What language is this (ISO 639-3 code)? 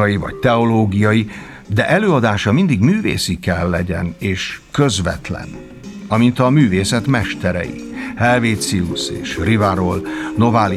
hun